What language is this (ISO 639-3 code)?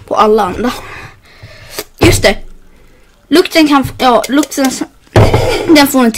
swe